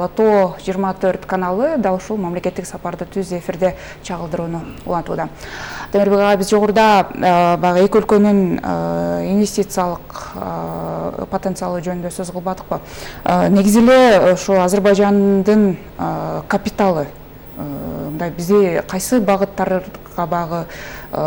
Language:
Kyrgyz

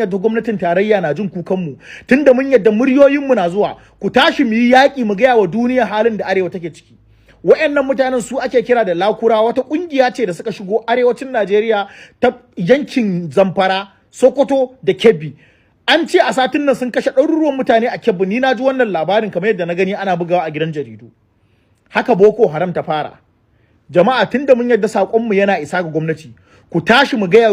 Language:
Hausa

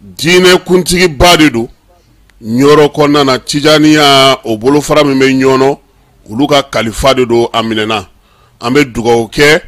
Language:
Bambara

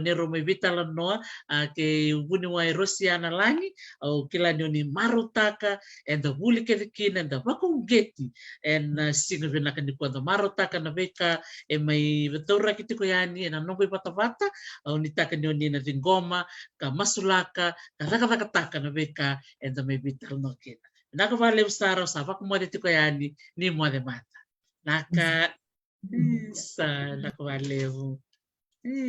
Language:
Fijian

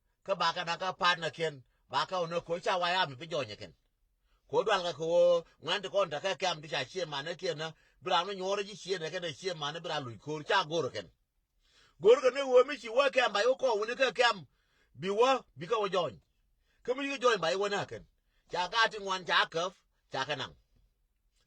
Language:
Nuer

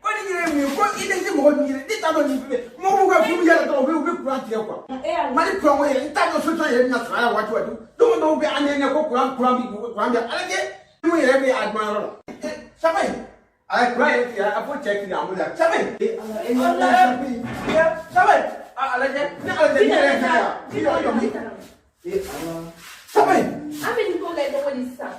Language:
Bambara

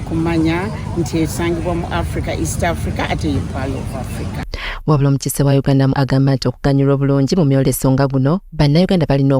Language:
Ganda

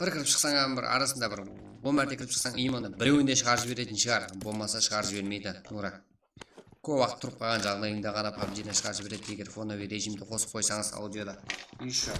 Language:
Kara-Kalpak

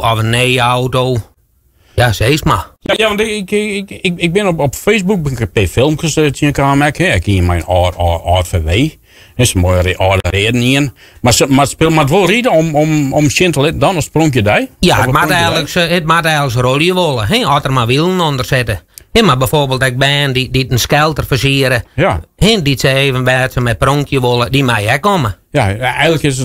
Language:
Western Frisian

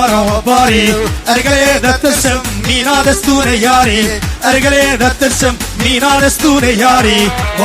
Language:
Kurdish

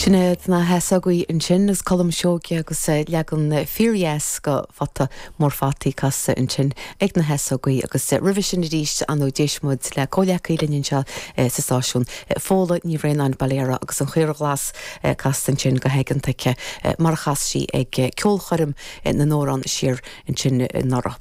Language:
Irish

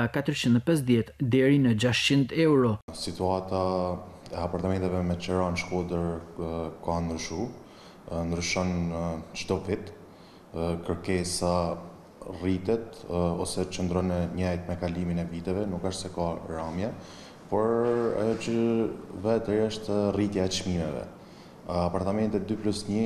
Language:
Albanian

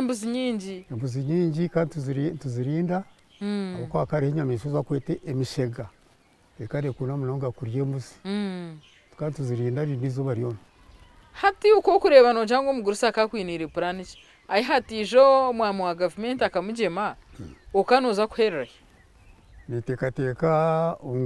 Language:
Nyankole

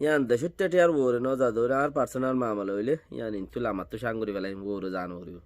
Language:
Rohingya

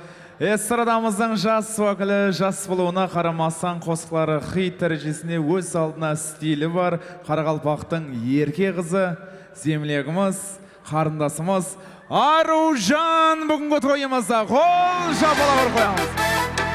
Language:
Kara-Kalpak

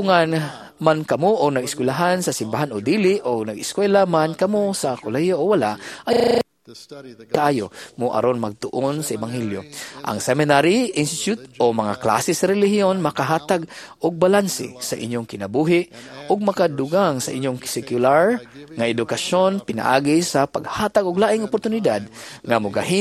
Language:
Cebuano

